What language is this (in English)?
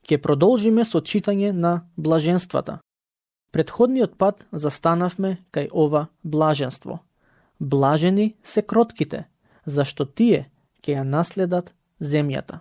Macedonian